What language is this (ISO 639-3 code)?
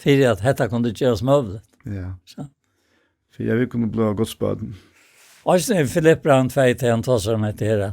fao